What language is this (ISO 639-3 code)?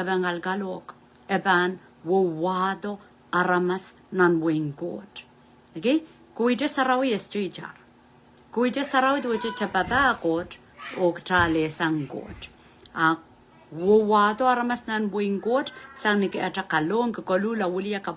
pon